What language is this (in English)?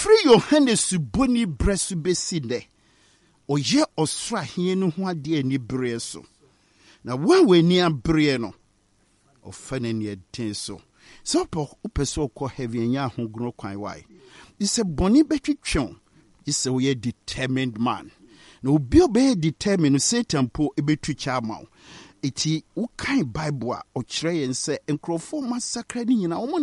Akan